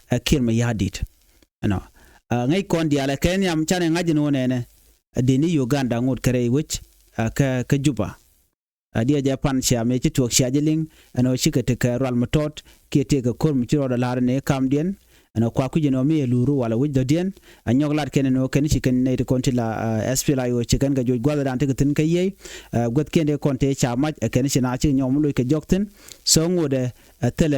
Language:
Nuer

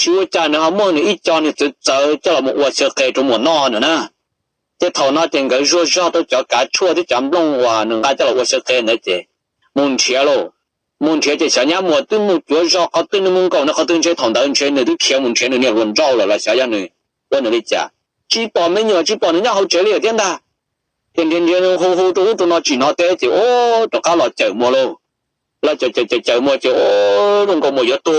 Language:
Hmong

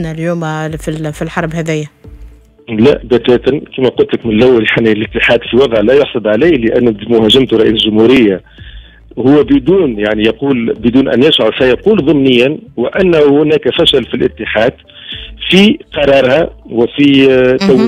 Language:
Tunisian Arabic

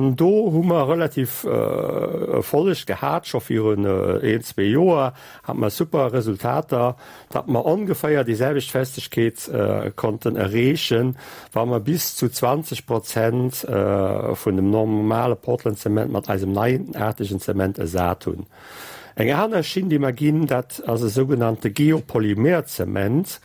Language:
Luxembourgish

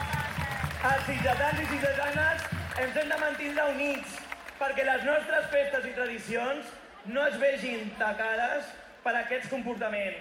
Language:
Catalan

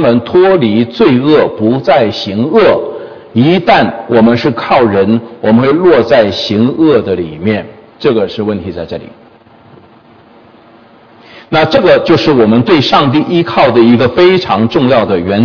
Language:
Chinese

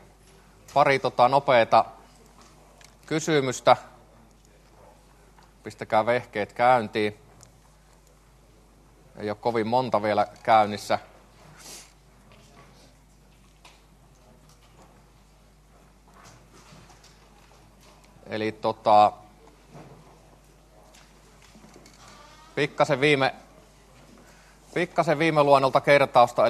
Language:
Finnish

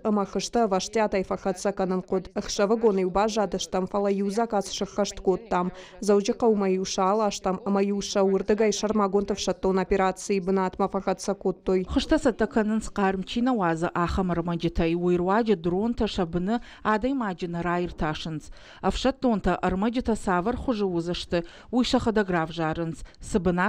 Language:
Ossetic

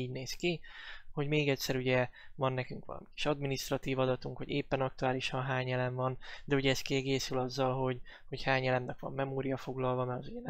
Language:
Hungarian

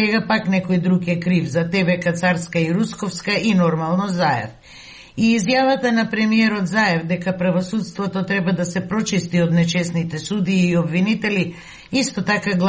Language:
Macedonian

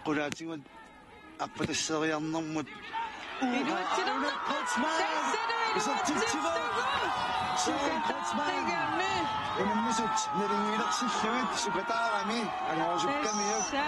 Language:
Kalaallisut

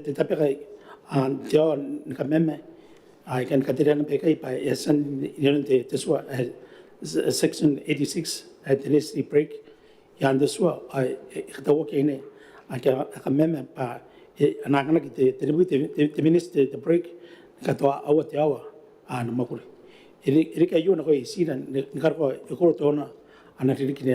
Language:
Gilbertese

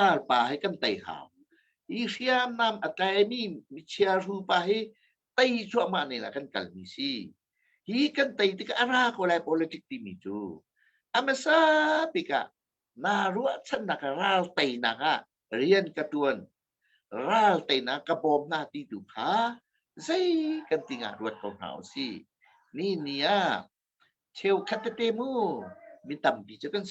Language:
Hakha Chin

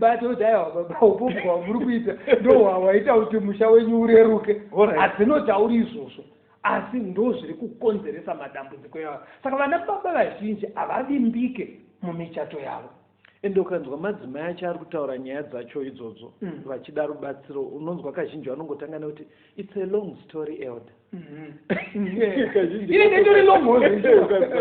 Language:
Shona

